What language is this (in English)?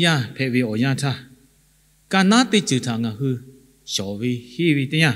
Lahu